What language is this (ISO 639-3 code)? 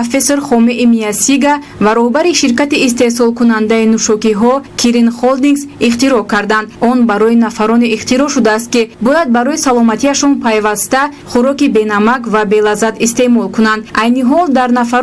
tgk